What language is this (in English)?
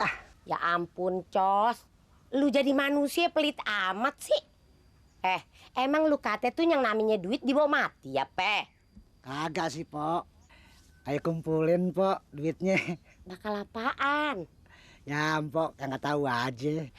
Betawi